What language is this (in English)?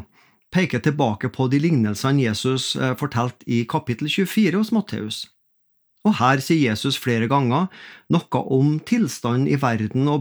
Norwegian